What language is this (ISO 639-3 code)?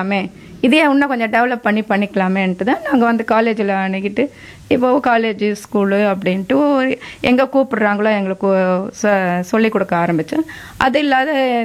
tam